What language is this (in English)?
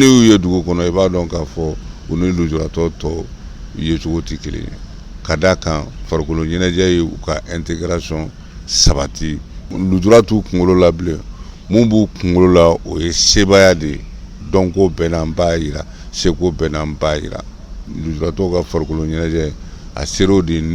Bambara